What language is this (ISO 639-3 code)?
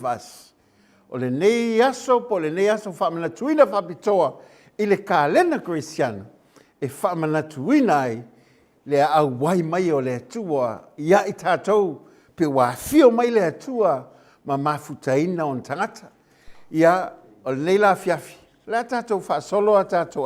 smo